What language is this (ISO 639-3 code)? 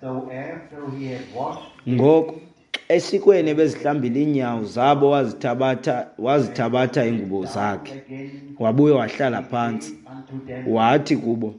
xho